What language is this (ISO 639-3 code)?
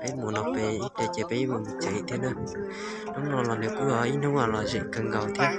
hmn